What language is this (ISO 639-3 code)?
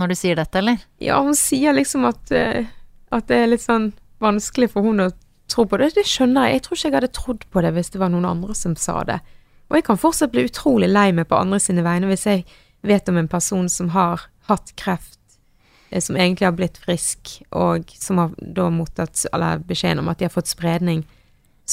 nor